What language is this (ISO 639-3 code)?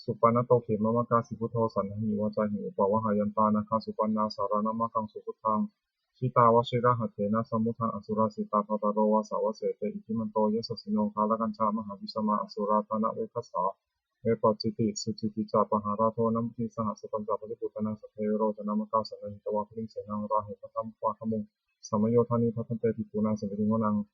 pli